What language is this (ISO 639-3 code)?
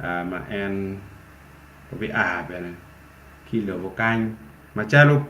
ach